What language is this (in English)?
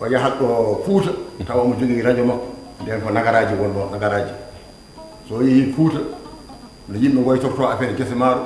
Fula